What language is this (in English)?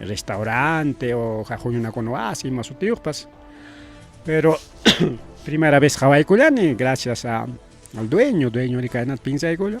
Ayacucho Quechua